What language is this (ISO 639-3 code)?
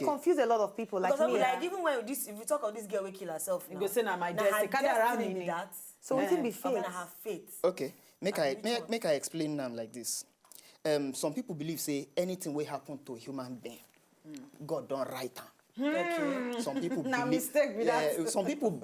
pcm